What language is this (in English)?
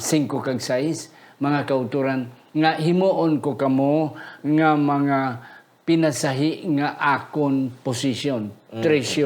Hiligaynon